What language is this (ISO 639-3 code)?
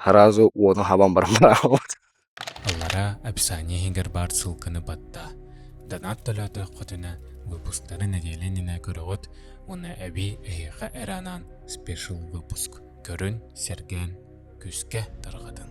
sah